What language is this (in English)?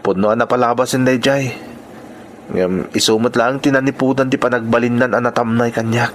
Iloko